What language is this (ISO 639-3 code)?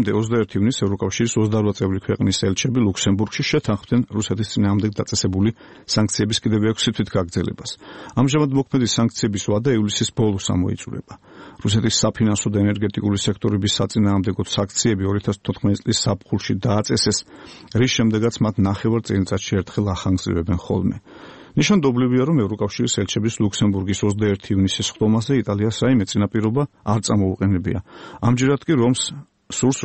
kat